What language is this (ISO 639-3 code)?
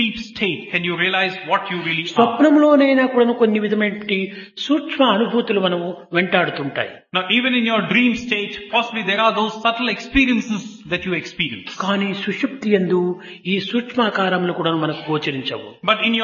tel